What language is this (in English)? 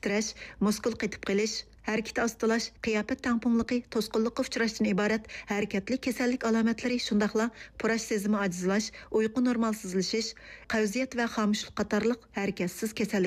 Uyghur